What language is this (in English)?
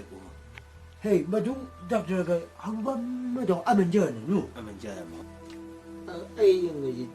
Chang Naga